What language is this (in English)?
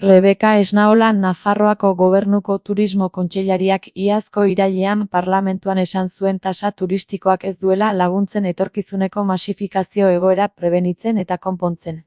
Basque